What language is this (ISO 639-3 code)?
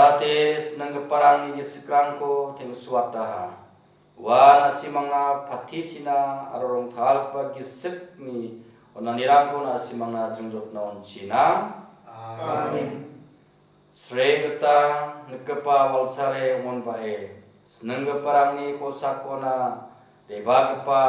grt